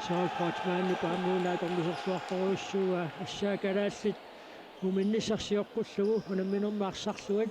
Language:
Kalaallisut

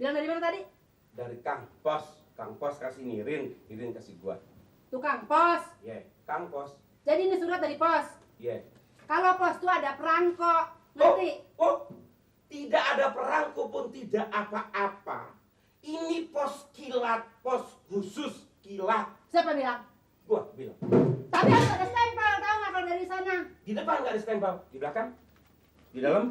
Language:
Betawi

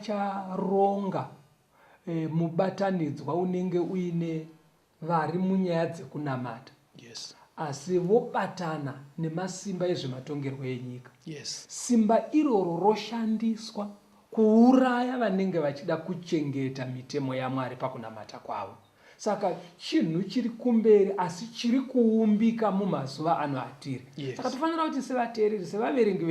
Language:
Shona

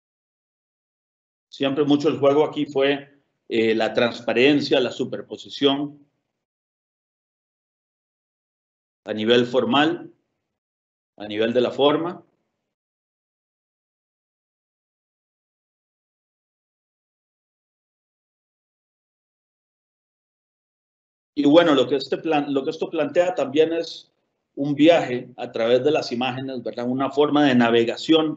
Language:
Spanish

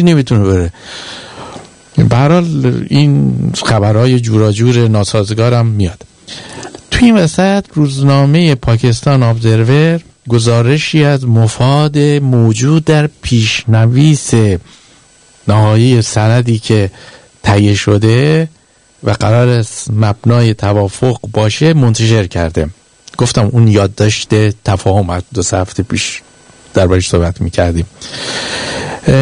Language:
Persian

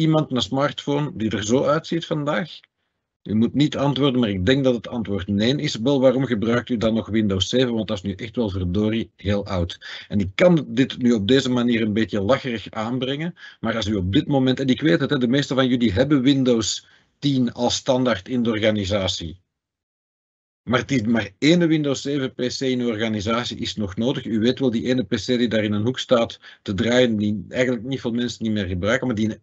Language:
Dutch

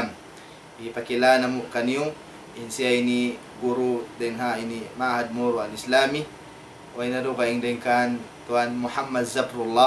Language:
Tausug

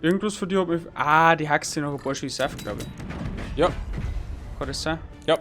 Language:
Bavarian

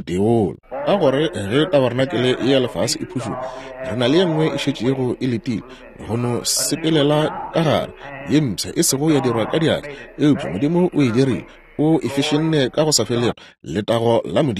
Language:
Northern Sotho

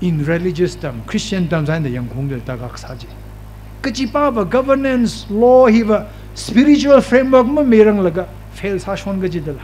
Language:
Tangkhul Naga (India)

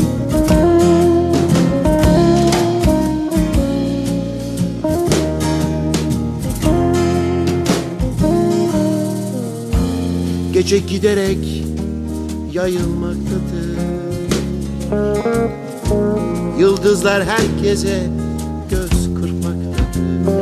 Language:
Turkish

